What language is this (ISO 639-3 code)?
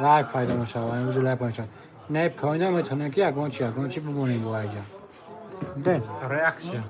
tgk